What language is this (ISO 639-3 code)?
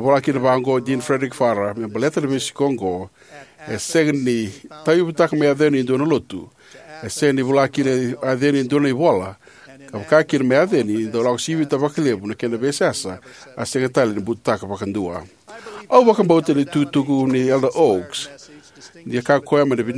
fij